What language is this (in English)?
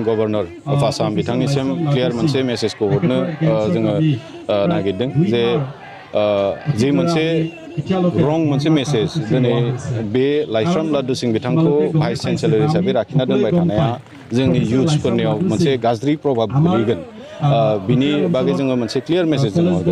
Bodo